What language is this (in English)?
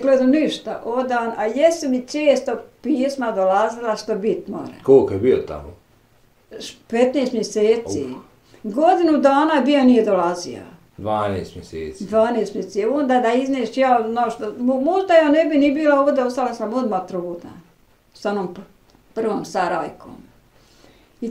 Bosnian